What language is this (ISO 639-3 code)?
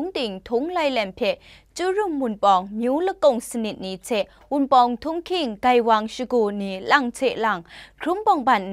kac